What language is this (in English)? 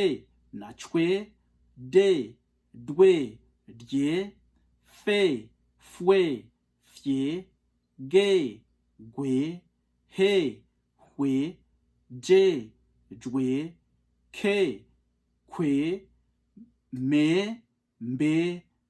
Rundi